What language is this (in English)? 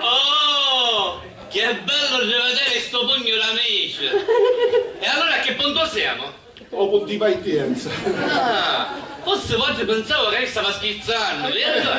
Sicilian